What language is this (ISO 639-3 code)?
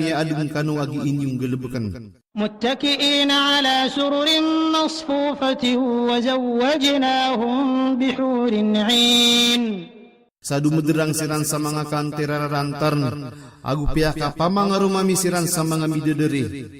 mrw